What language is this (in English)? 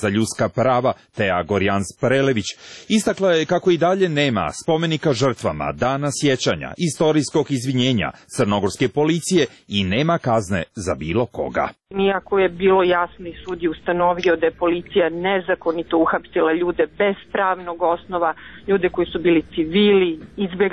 Serbian